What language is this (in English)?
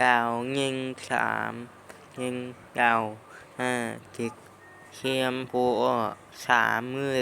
Lao